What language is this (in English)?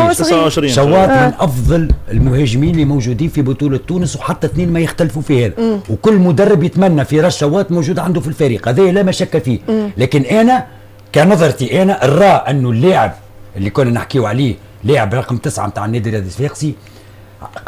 Tunisian Arabic